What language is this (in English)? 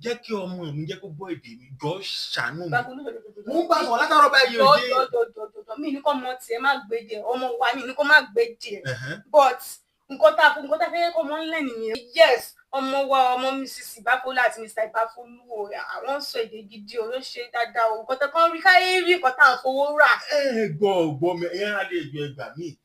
Yoruba